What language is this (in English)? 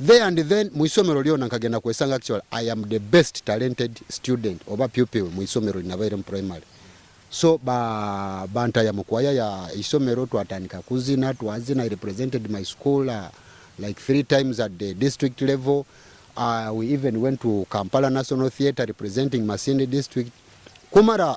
Nyoro